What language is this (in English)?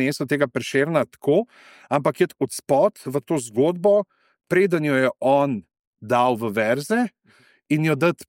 Slovenian